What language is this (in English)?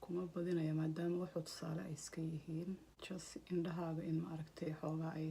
Somali